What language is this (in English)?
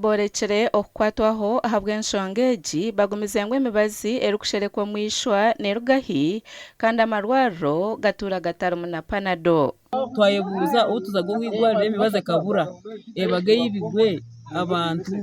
Nyankole